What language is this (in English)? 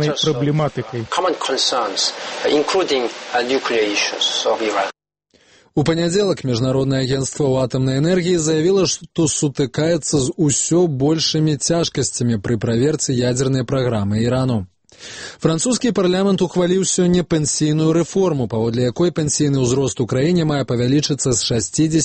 Belarusian